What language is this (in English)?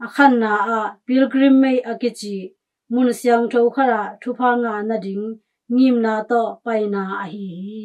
Tedim Chin